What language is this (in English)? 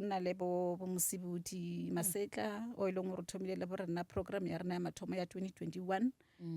Northern Sotho